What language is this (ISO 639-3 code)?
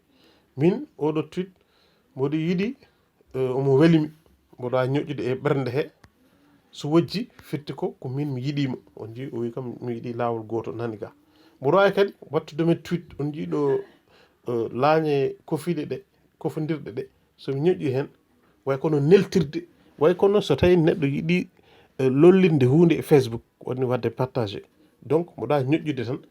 ful